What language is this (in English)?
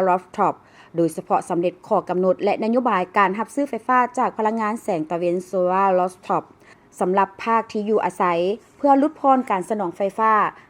Lao